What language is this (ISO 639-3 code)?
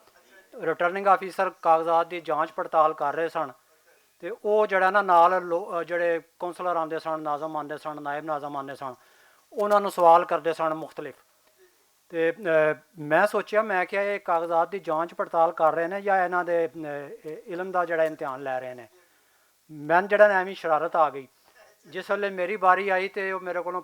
lah